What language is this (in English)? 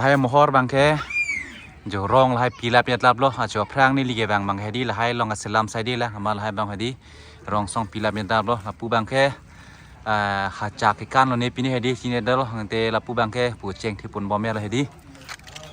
Karbi